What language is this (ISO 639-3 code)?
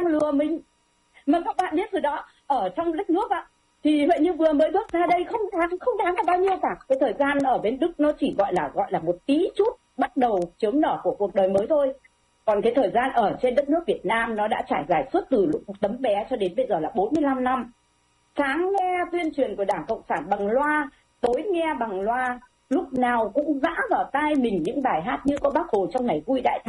vie